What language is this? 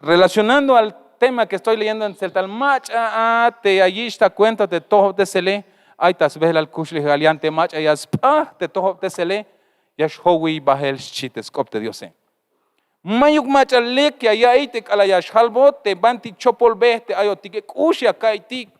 Tzeltal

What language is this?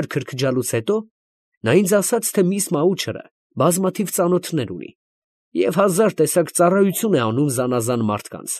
Armenian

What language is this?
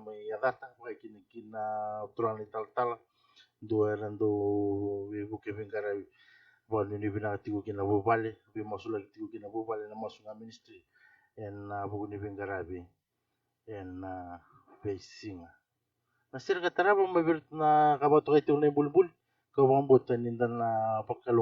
Fijian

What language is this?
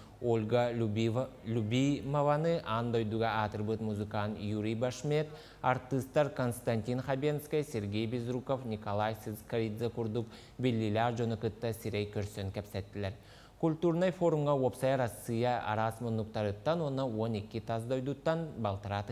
Yakut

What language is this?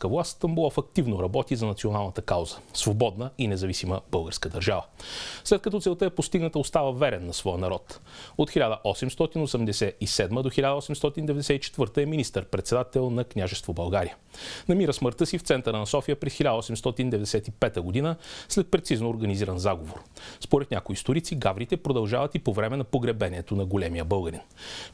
Bulgarian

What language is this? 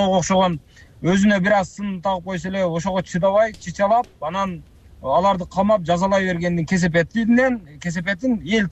Kyrgyz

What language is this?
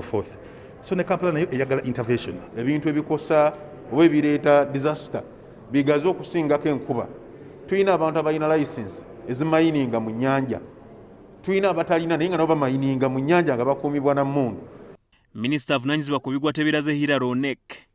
Ganda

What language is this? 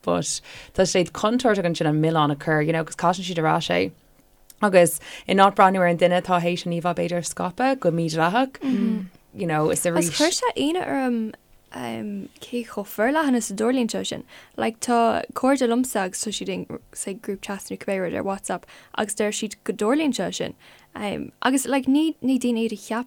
Irish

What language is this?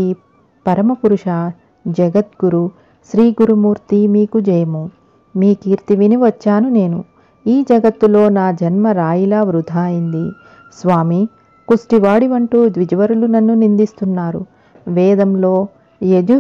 Telugu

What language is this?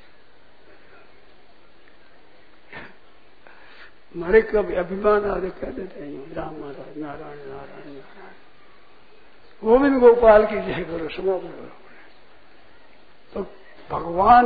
Hindi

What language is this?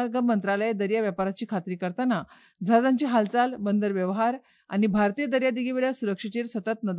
Konkani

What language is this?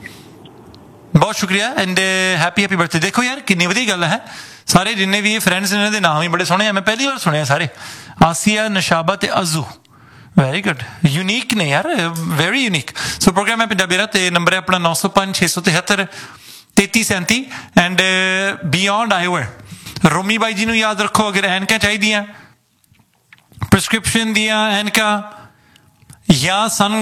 Punjabi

